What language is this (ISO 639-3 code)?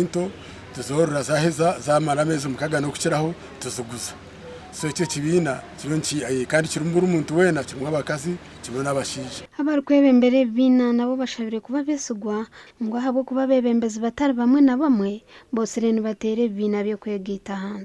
nyn